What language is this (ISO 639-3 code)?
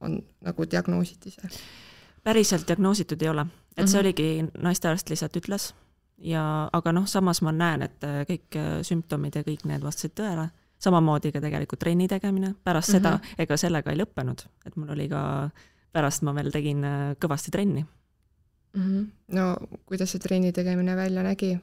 est